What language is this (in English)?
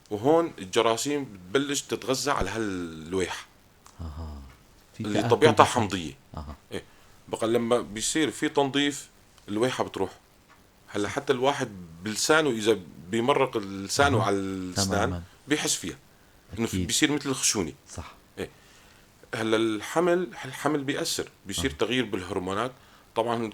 North Levantine Arabic